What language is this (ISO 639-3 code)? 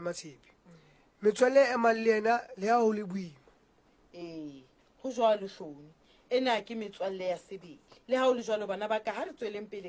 sot